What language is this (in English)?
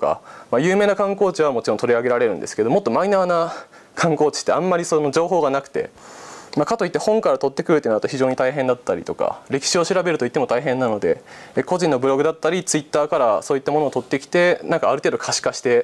Japanese